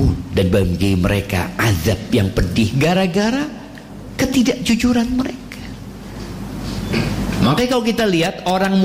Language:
Indonesian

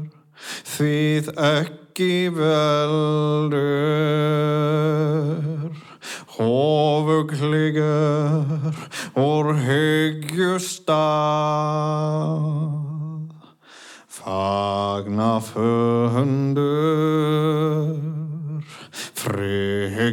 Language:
Icelandic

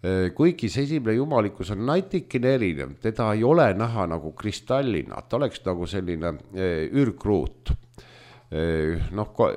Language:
Estonian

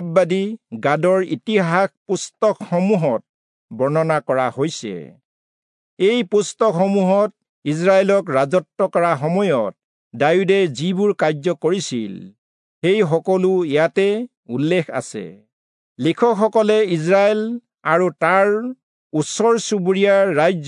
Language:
Assamese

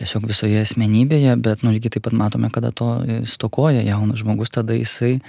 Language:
Lithuanian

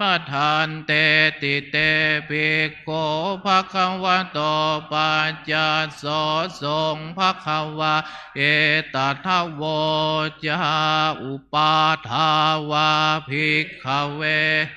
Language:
Pali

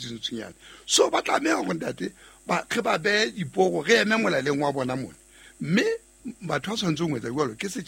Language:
Southern Sotho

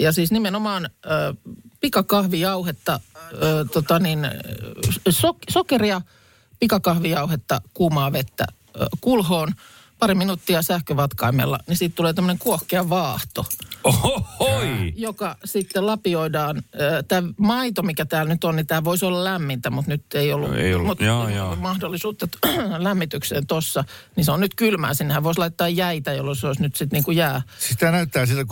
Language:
Finnish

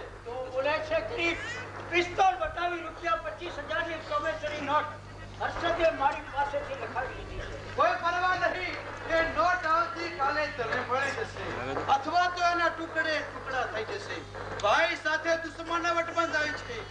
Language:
Gujarati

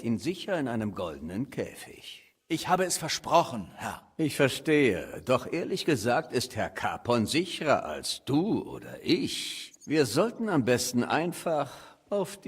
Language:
Bavarian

